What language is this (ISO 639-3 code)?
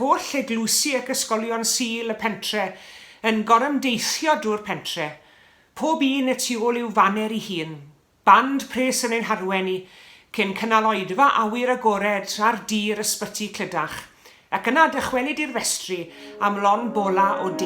cym